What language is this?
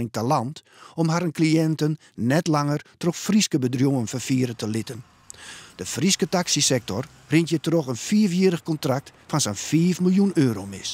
Western Frisian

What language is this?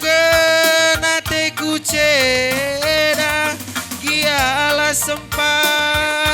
Batak Karo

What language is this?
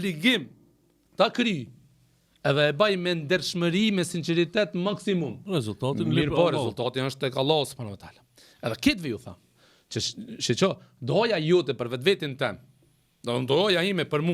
Albanian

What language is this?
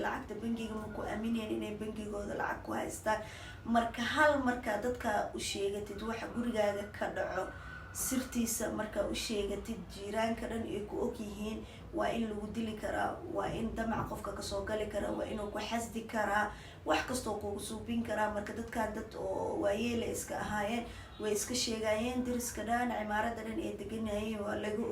Somali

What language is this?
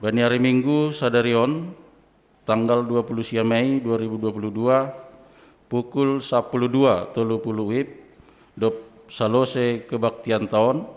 Batak Simalungun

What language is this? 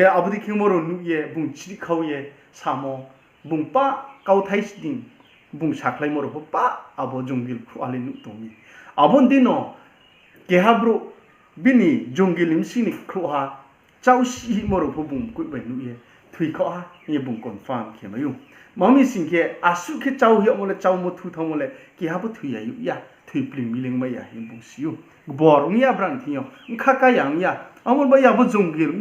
Riang (India)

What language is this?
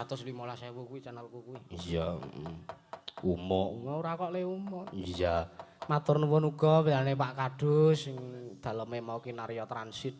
Javanese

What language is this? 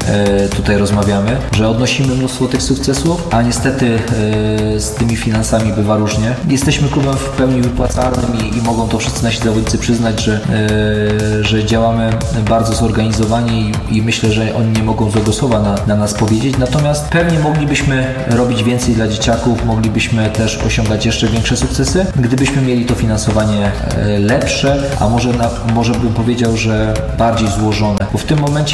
Polish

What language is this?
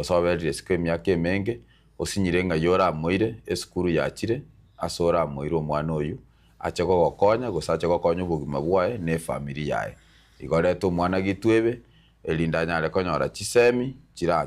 Gusii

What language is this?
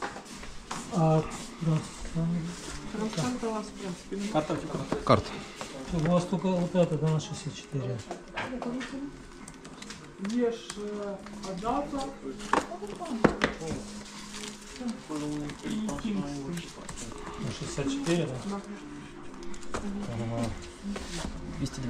Ukrainian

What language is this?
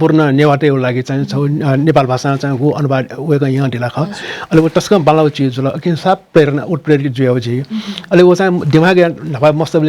Newari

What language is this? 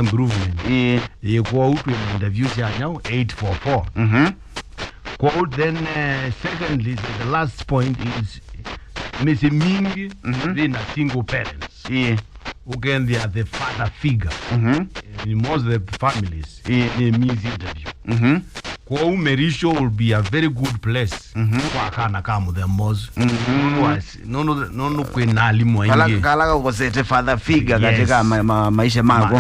Kamba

